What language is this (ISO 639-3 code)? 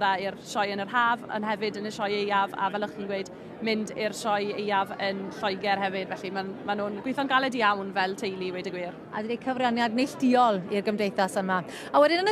cym